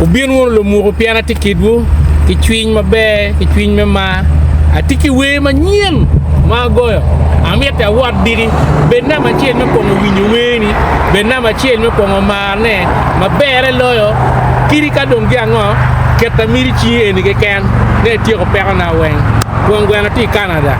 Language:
Acoli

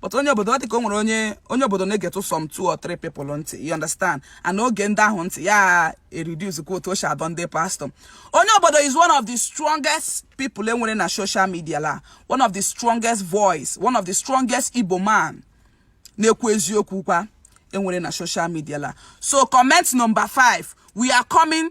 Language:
Igbo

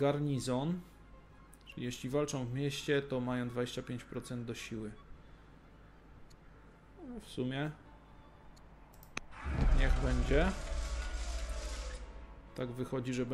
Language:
Polish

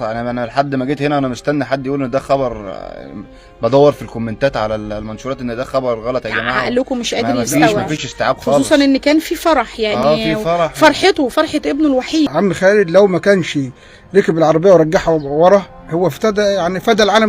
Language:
Egyptian Arabic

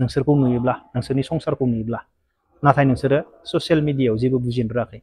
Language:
Bodo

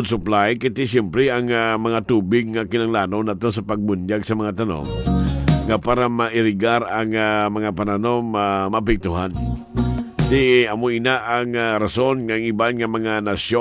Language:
Hiligaynon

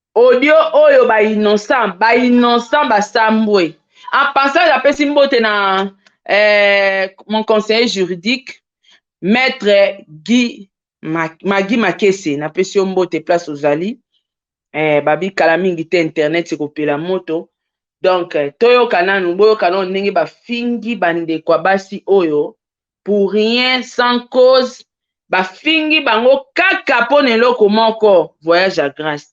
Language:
Lingala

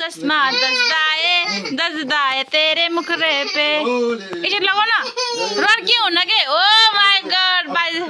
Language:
Nepali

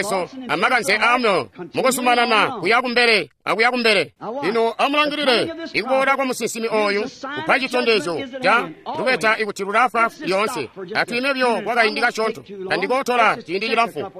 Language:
Tonga (Zambia)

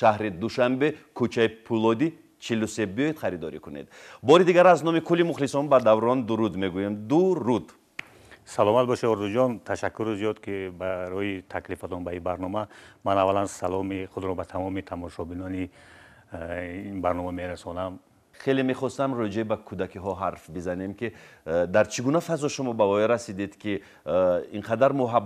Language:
Tajik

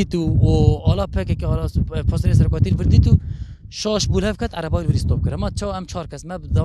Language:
Kurdish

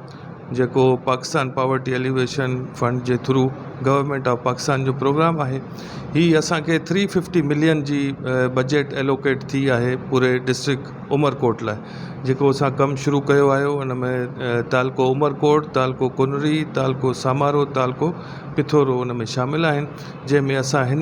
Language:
Sindhi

